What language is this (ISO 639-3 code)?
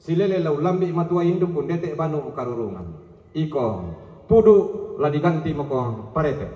sda